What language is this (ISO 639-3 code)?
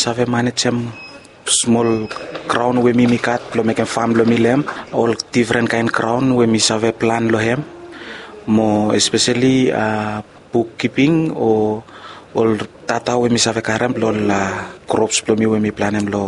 bis